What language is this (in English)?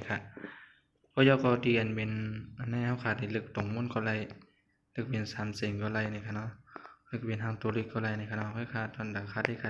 Shan